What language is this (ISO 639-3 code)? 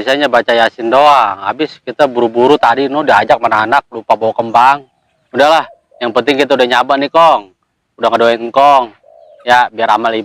bew